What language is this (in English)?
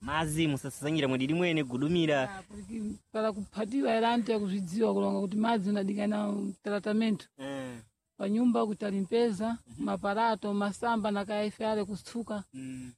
Sena